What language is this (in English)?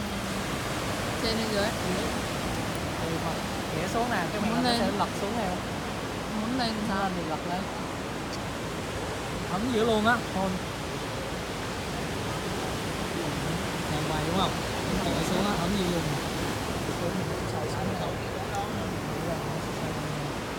Vietnamese